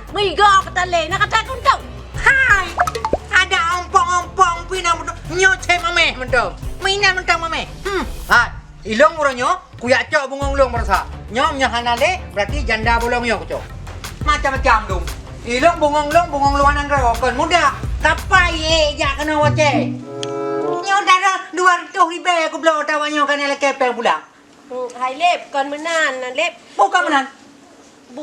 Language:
Achinese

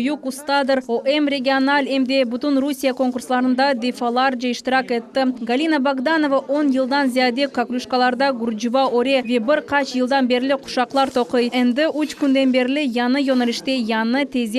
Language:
Crimean Tatar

